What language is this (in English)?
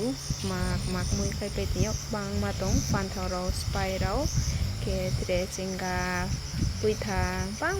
Riang (India)